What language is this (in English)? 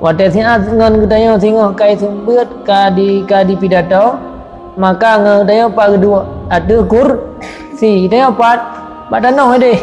Achinese